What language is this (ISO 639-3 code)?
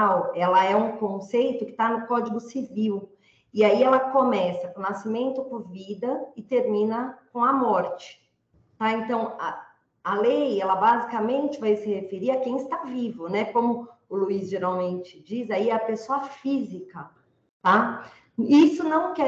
por